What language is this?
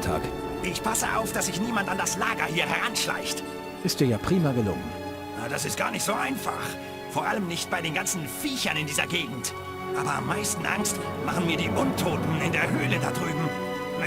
Bavarian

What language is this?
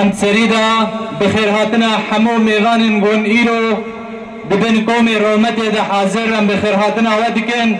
Kurdish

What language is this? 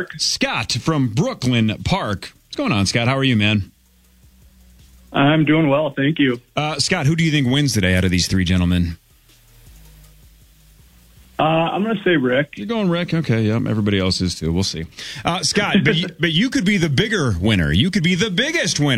English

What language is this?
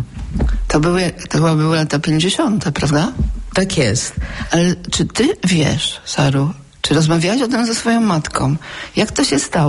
Polish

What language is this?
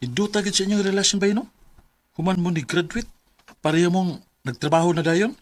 Cebuano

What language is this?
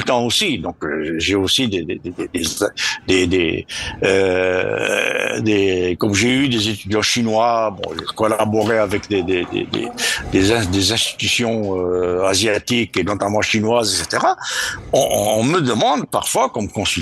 French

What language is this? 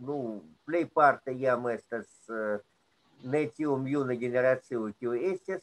Esperanto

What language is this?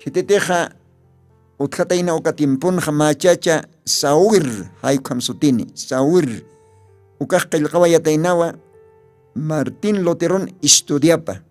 Aymara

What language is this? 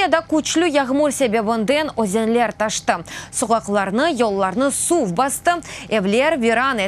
Crimean Tatar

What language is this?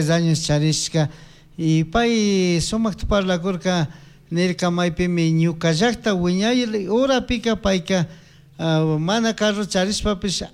Chimborazo Highland Quichua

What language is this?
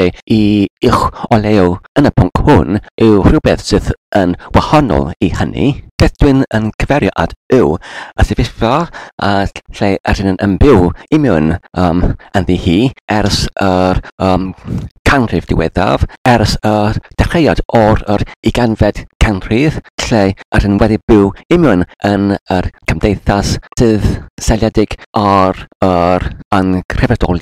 Welsh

